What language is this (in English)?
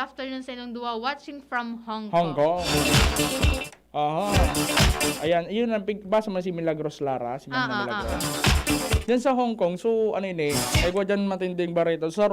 Bikol